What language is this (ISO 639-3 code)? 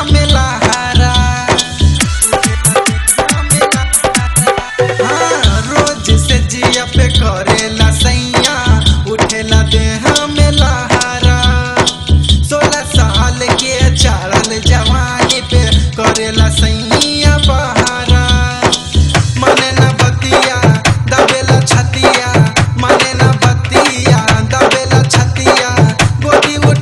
bho